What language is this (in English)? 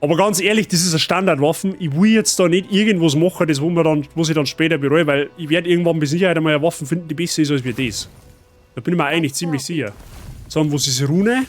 Bavarian